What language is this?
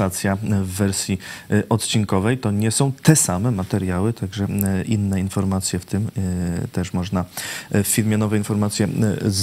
Polish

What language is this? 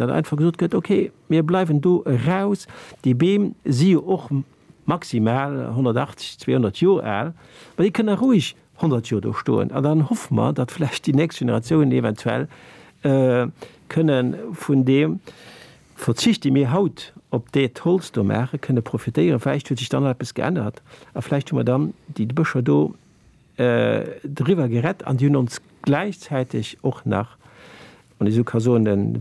Luxembourgish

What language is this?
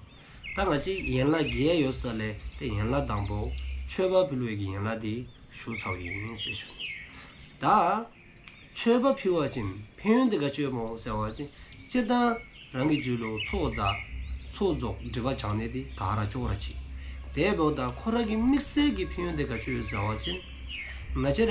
Dzongkha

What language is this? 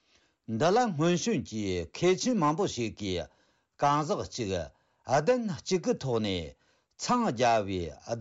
Tibetan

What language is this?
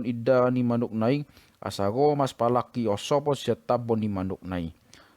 Batak Toba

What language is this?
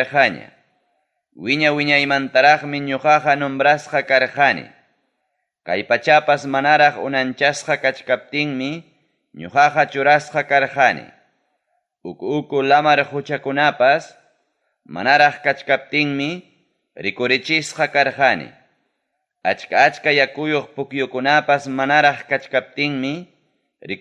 Ayacucho Quechua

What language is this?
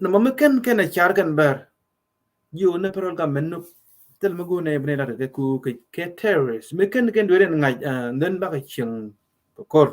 Nuer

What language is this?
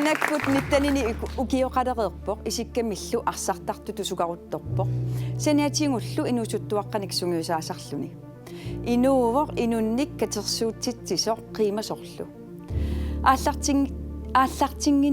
Kalaallisut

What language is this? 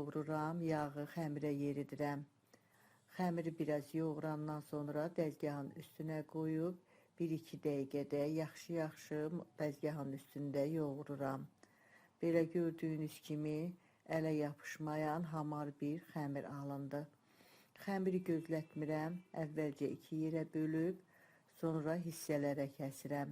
Azerbaijani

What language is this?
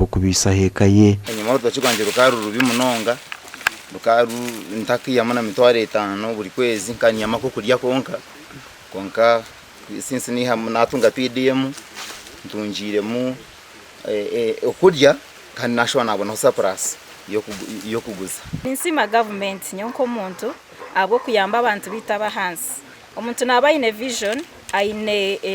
Nyankole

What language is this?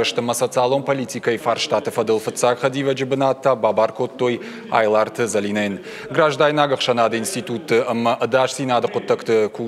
Ossetic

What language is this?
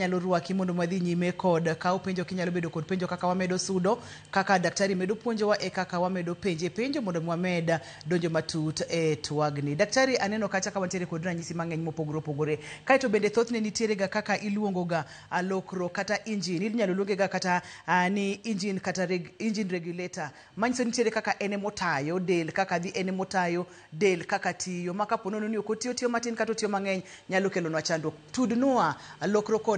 Luo (Kenya and Tanzania)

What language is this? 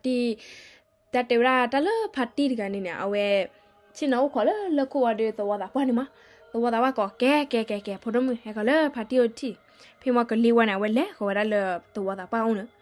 S'gaw Karen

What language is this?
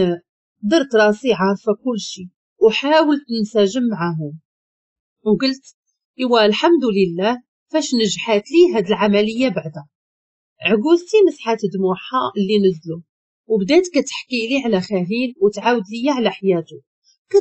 Moroccan Arabic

